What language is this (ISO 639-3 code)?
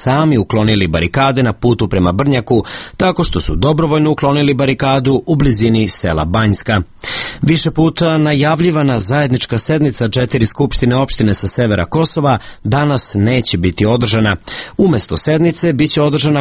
srp